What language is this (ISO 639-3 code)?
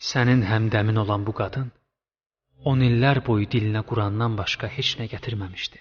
aze